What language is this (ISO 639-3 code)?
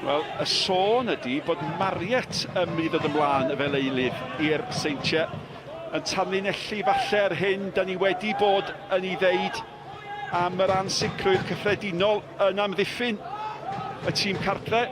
cym